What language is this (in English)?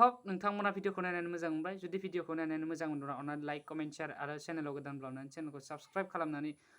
Bodo